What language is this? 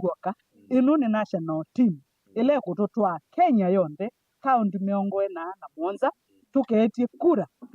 Kamba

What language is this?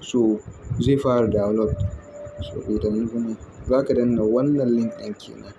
Hausa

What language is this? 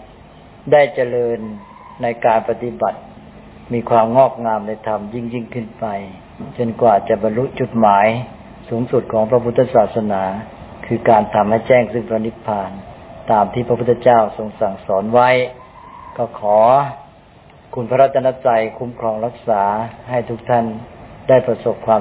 Thai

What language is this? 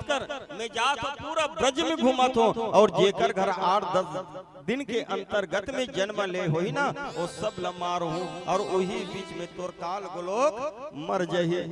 Chhattisgarhi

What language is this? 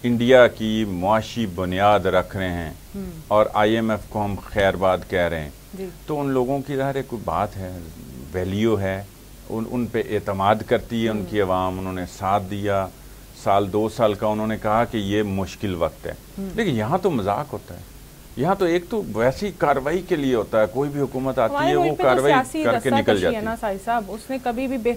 Urdu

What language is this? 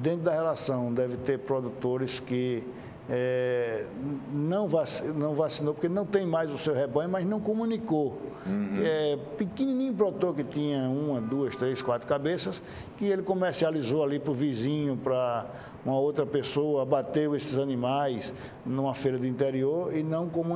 Portuguese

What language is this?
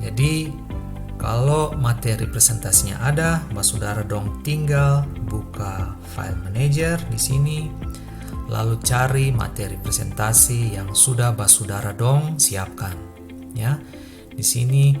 Ambonese Malay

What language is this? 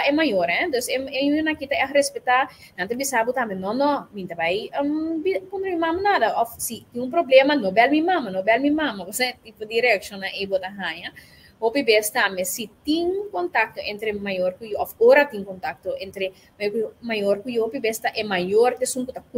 Papiamento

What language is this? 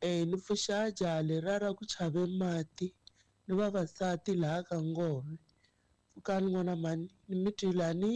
Tsonga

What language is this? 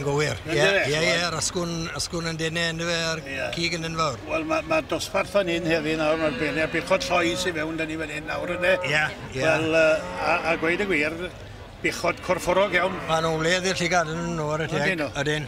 Welsh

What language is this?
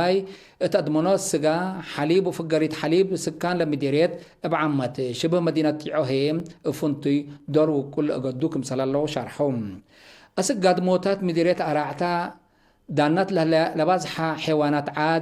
Tigre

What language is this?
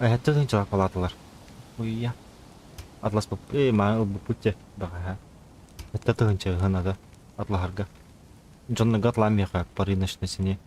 Yakut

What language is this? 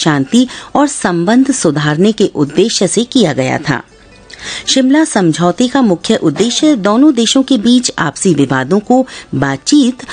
Hindi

